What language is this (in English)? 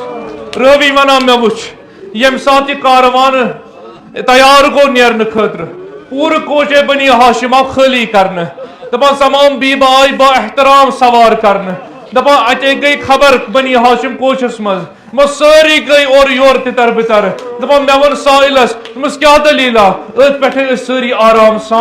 Kashmiri